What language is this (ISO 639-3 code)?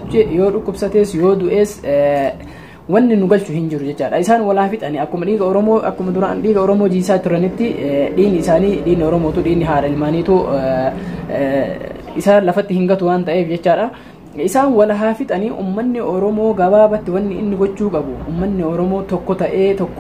orm